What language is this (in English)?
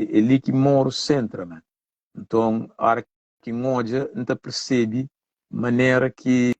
Kabuverdianu